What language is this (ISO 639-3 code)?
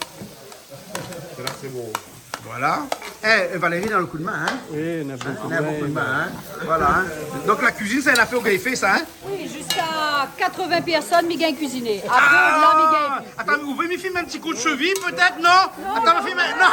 rcf